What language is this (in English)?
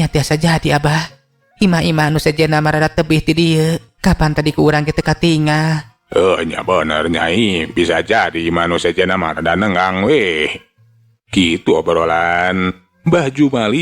Sundanese